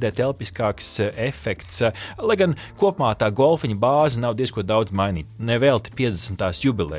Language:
Latvian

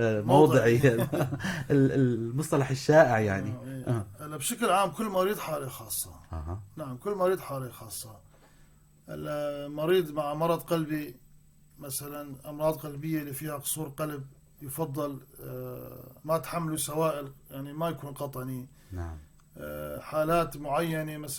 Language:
North Levantine Arabic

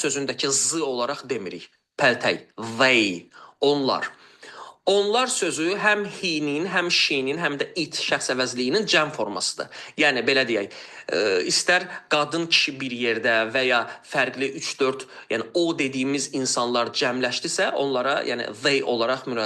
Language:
Azerbaijani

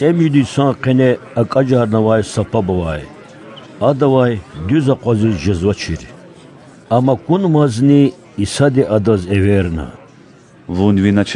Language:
Lezghian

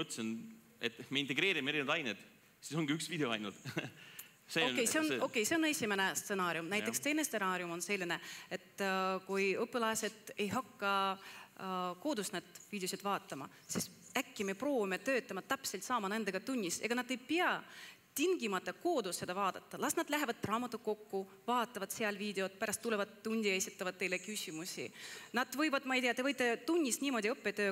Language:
Estonian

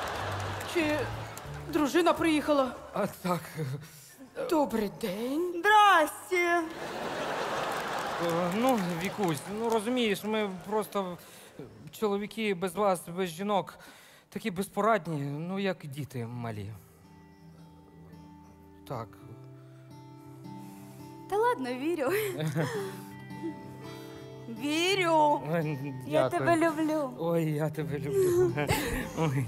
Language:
Ukrainian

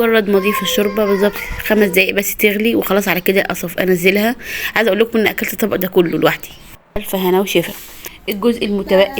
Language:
Egyptian Arabic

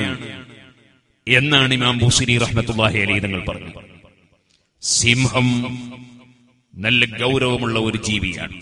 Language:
Malayalam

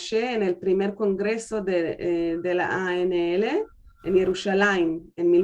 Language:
Ladino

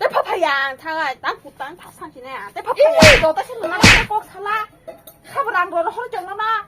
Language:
Kok Borok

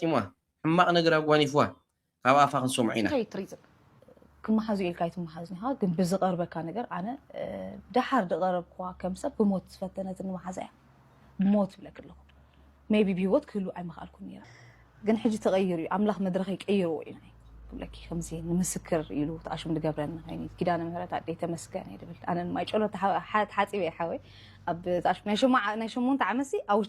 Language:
Tigrinya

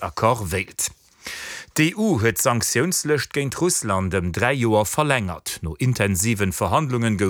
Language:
Luxembourgish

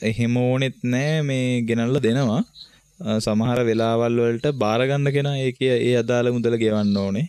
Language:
Sinhala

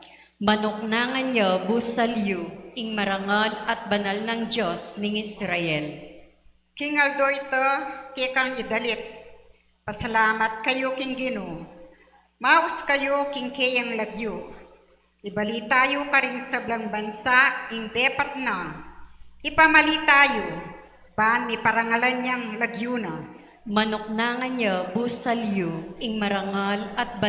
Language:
Pampanga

